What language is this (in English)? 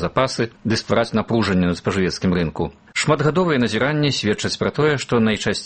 Belarusian